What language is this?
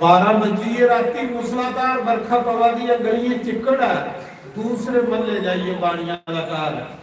Dogri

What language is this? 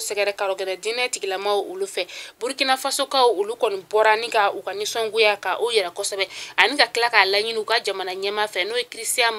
Bambara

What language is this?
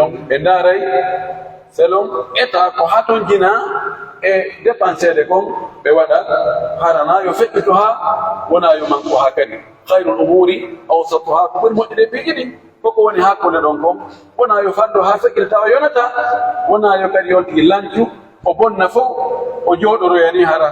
Pular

